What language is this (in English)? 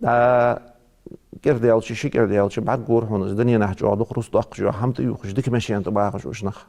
Ingush